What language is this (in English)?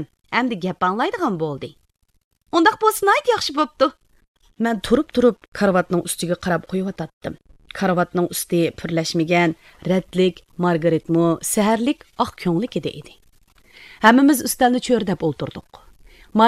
Uyghur